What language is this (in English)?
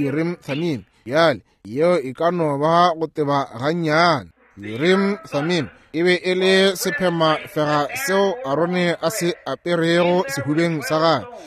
Northern Sotho